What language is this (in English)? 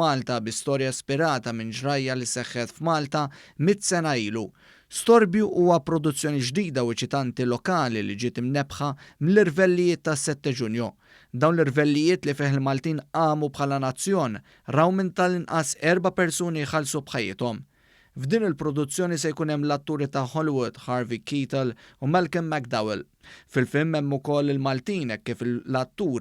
Maltese